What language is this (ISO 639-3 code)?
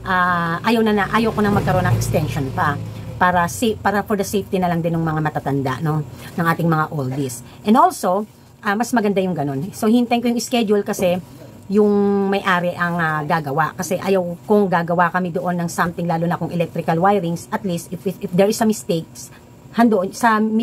fil